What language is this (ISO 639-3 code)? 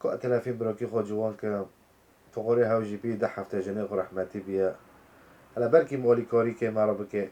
kur